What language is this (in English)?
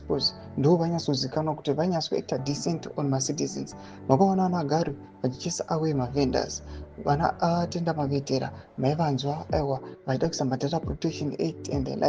Shona